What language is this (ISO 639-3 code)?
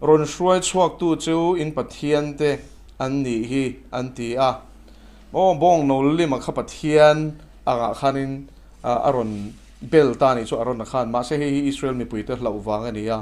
lus